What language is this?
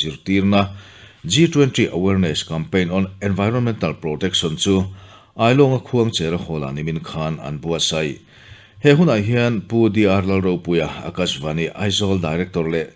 Mizo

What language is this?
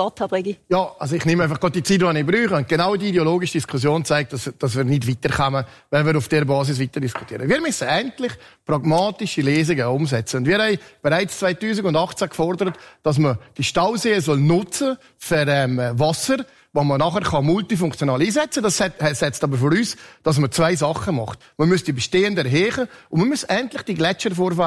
German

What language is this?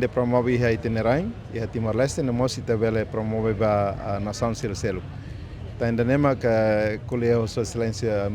Tetum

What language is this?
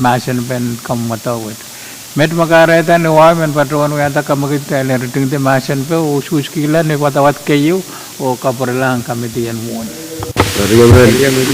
Pohnpeian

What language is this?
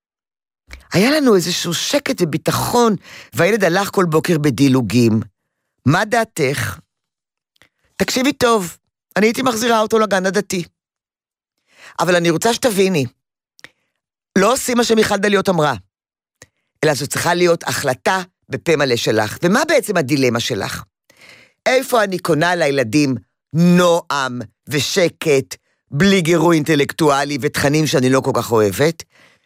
Hebrew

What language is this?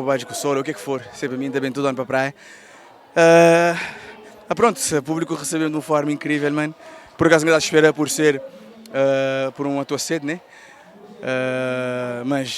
Kabuverdianu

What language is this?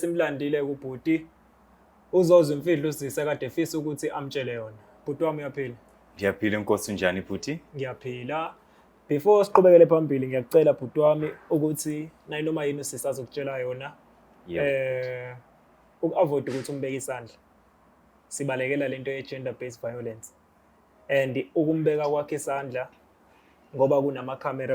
Zulu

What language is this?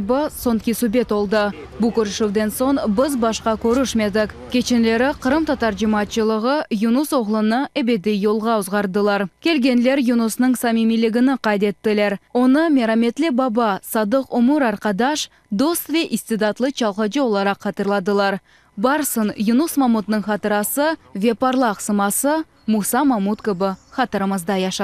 Crimean Tatar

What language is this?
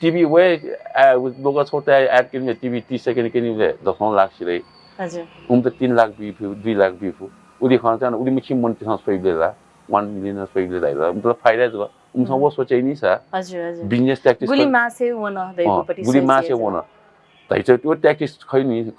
Newari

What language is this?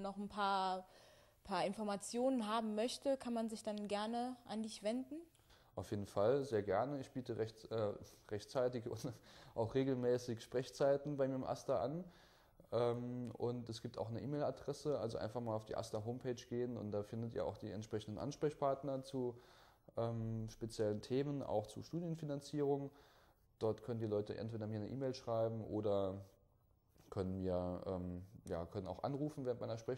German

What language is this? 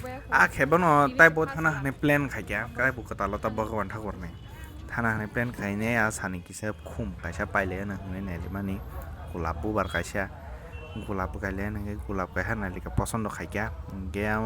Kok Borok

